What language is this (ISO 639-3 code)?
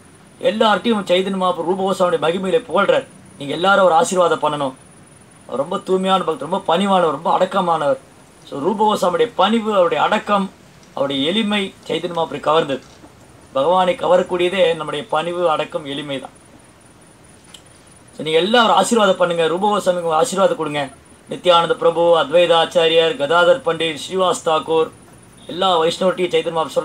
tam